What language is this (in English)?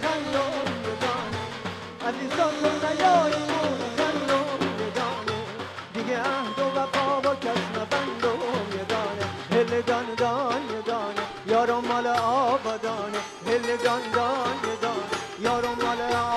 Bulgarian